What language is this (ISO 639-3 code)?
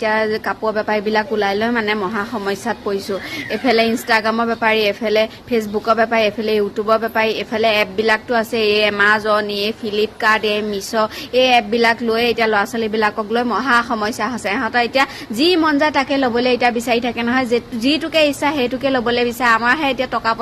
asm